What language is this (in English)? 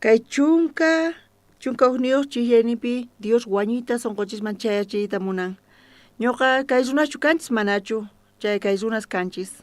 South Bolivian Quechua